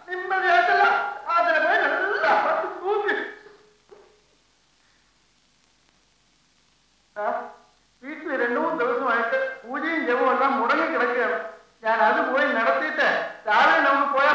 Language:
Malayalam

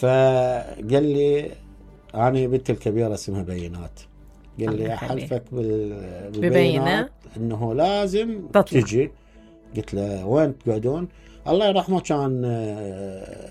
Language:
Mesopotamian Arabic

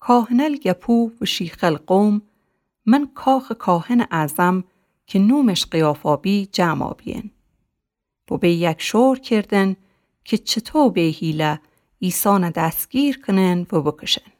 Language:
Gilaki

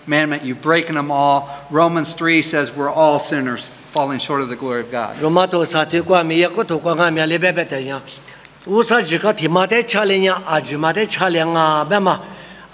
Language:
Lisu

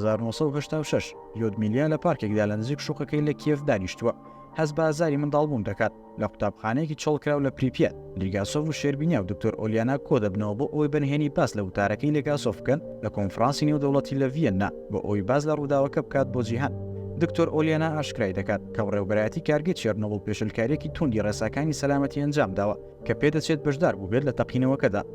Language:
Central Kurdish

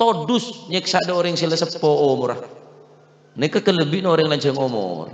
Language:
Madurese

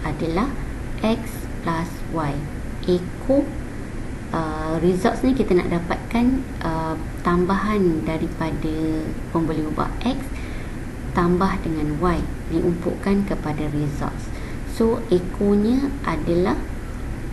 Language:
Malay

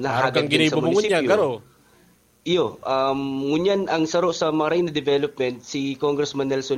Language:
Bikol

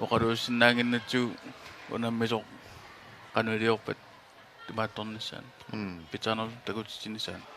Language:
Kalaallisut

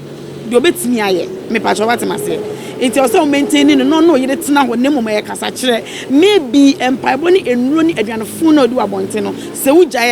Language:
Akan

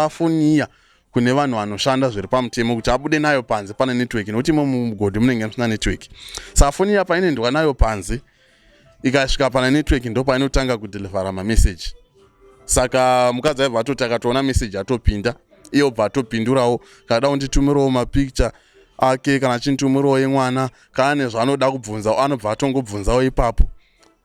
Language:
Shona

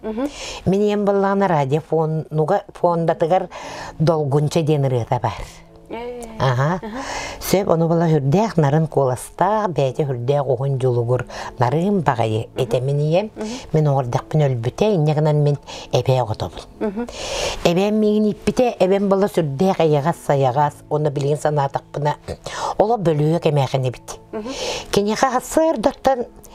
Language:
Yakut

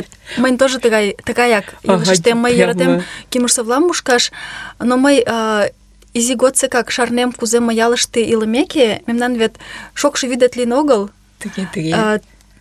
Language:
Mari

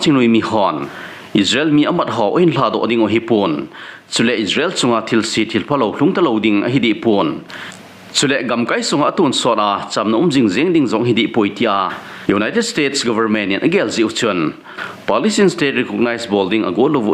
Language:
Thado Chin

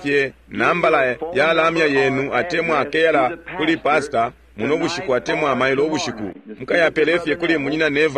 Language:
Bemba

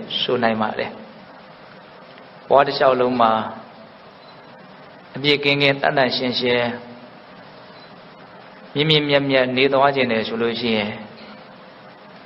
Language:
Burmese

